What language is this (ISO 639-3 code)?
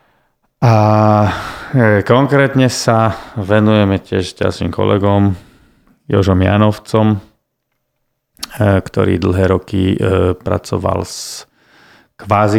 slk